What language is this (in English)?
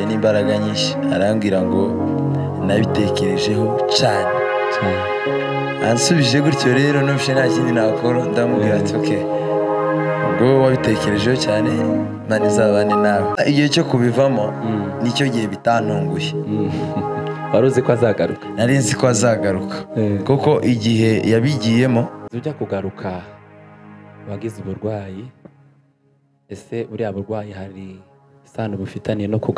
Kinyarwanda